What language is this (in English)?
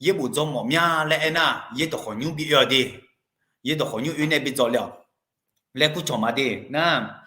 Akha